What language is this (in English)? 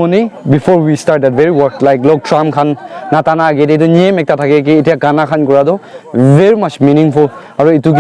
Naga Pidgin